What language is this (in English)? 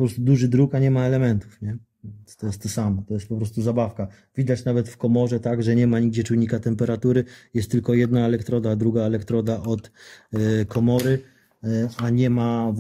Polish